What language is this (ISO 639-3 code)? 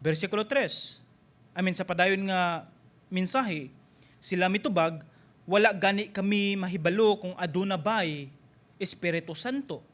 ceb